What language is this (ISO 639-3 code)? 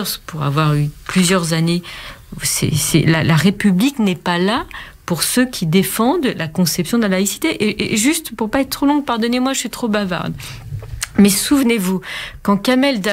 fra